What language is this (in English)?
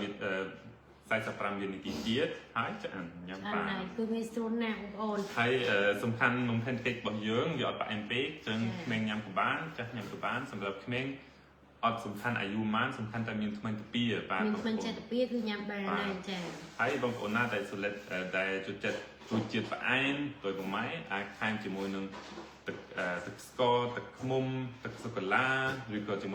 Khmer